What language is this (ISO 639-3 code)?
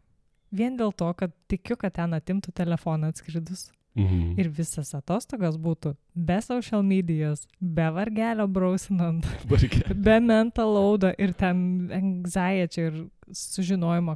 lit